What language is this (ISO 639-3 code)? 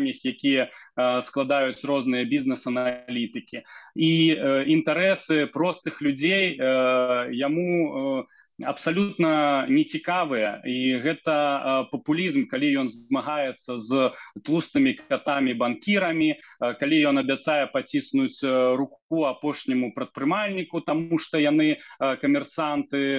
bel